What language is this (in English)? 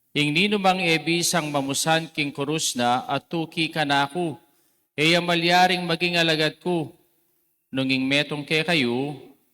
Pampanga